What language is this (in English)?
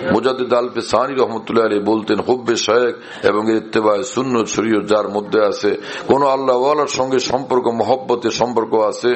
Bangla